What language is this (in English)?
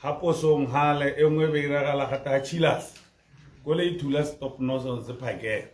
Tswana